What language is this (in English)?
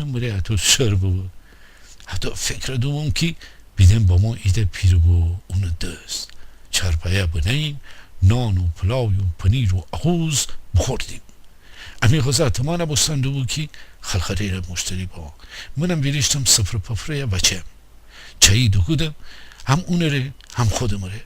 Gilaki